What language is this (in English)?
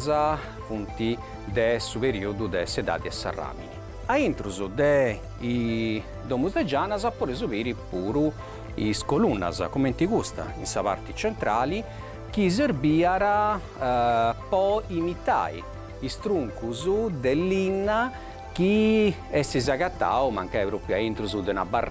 Sardinian